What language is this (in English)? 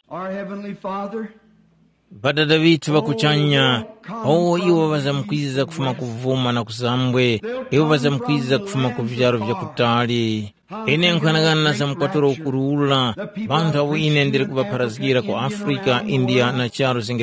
Tumbuka